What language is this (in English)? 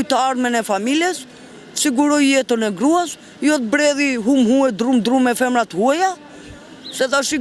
Albanian